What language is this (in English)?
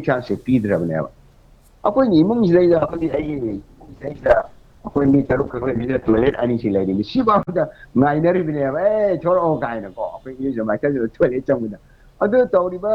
Manipuri